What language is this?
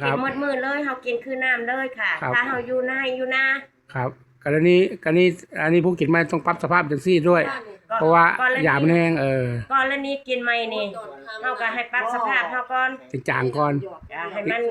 Northeastern Thai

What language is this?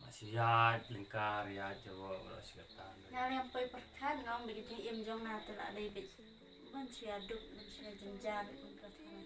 Khasi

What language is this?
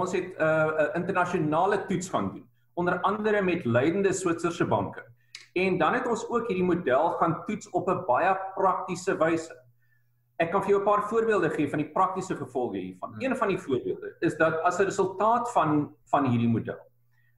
Afrikaans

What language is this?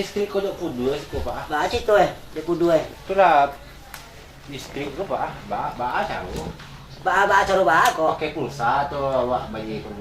Minangkabau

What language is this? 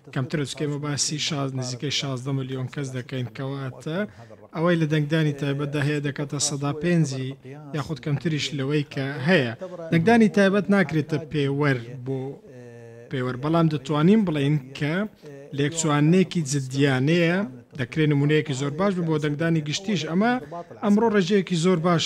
Central Kurdish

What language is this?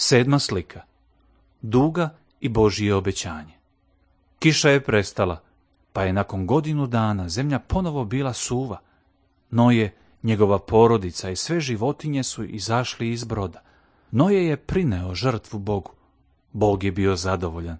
Serbian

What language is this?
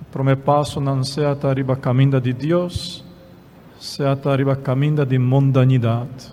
Papiamento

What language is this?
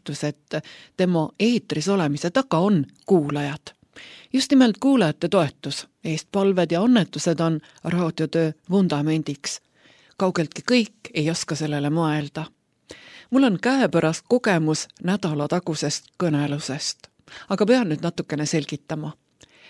Estonian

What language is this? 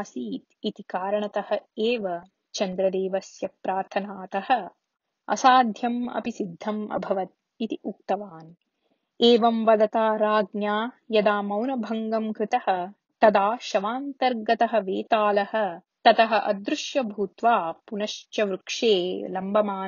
Sanskrit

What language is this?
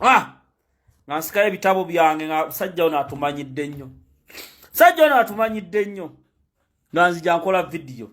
Ganda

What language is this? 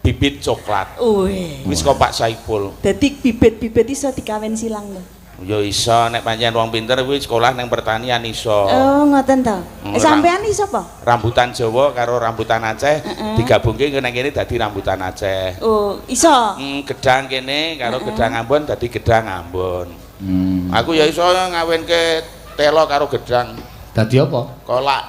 Javanese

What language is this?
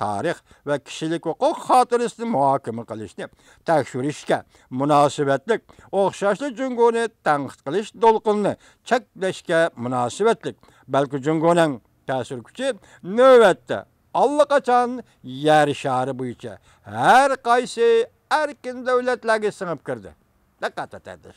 Uyghur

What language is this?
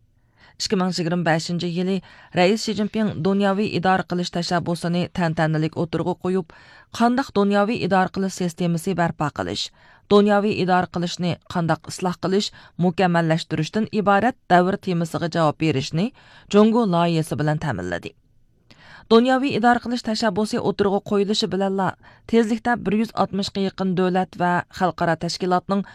Uyghur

